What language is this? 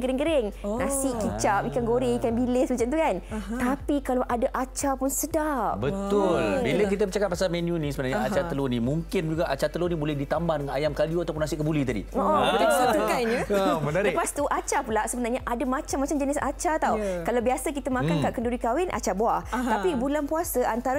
Malay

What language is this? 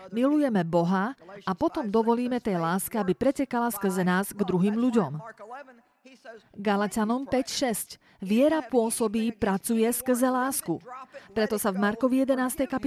Slovak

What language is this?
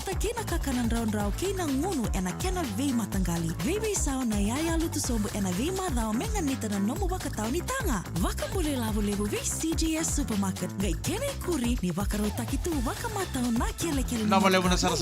Fijian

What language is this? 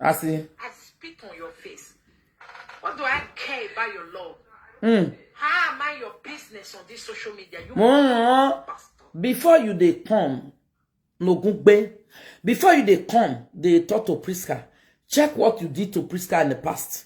Nigerian Pidgin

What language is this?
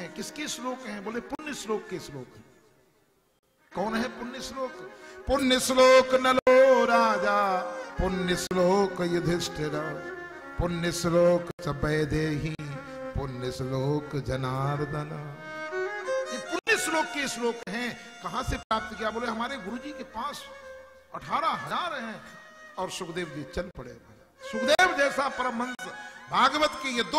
Hindi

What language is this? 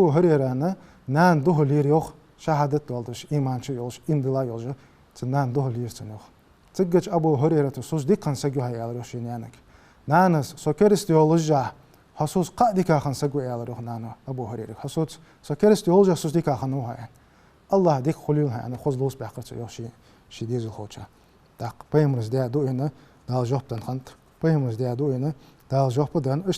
Ingush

